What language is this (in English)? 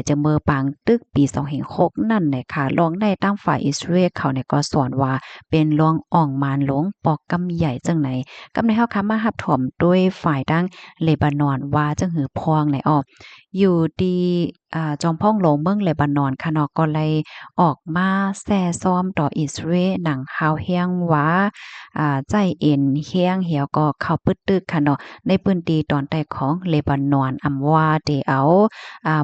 Shan